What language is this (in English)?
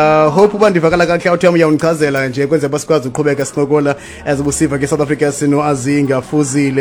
Xhosa